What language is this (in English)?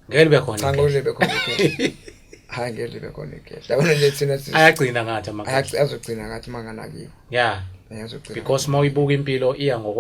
Zulu